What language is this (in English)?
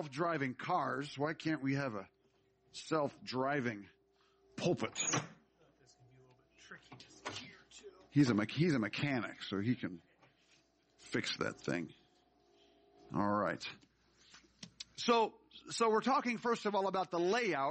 English